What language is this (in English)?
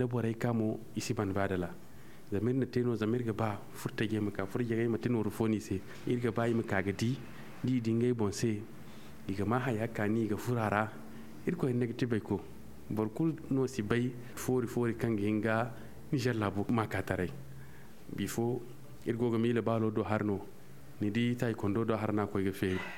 Zarma